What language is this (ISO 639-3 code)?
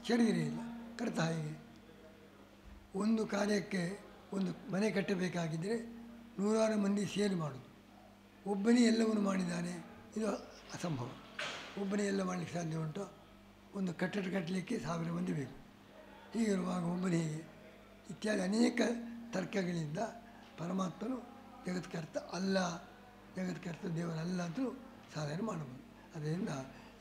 kan